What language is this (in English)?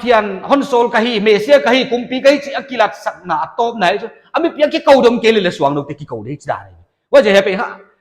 Paite Chin